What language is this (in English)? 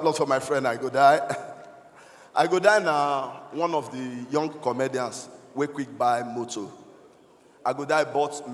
Nigerian Pidgin